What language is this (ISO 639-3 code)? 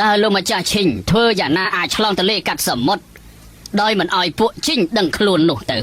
khm